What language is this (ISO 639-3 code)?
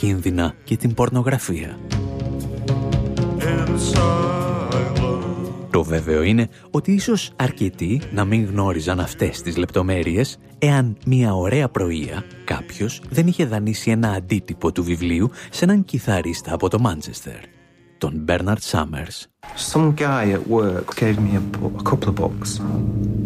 ell